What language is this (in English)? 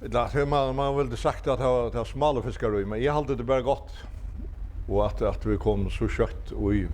Faroese